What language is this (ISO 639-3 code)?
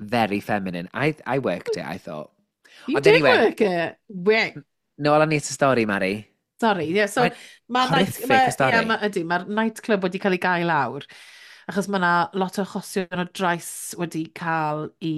cym